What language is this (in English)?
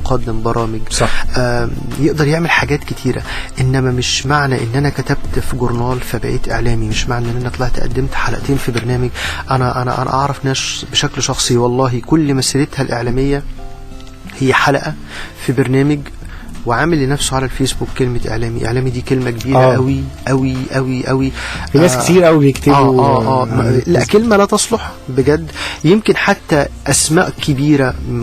Egyptian Arabic